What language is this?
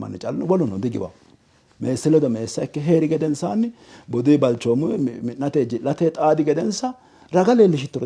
Sidamo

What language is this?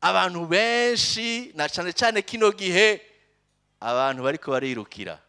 Rundi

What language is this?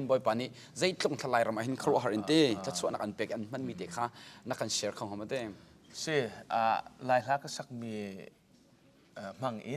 Hakha Chin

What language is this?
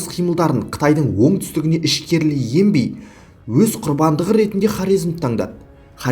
Kazakh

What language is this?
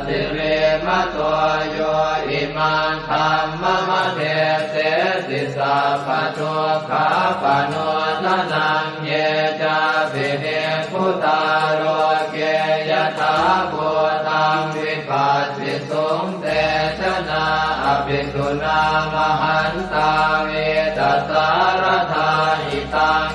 Pali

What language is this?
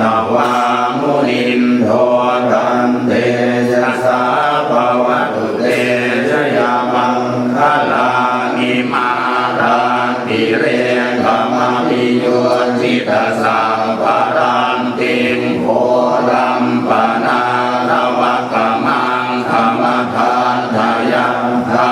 Pali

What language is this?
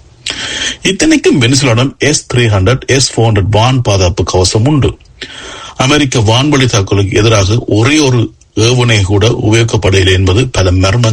Tamil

